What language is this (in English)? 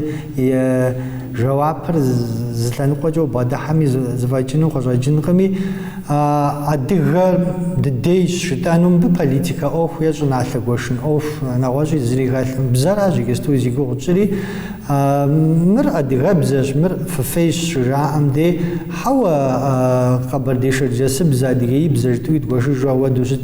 Kabardian